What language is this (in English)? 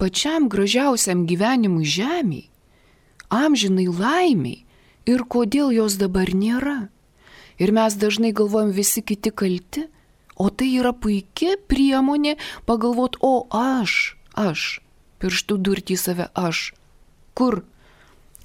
Lithuanian